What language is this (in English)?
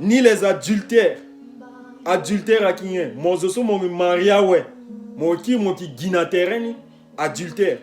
Sango